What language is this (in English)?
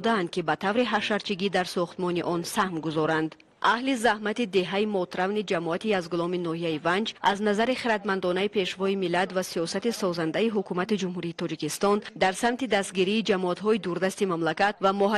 Tajik